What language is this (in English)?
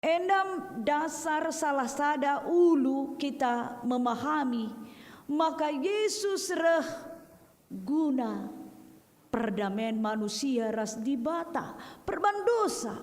Batak Karo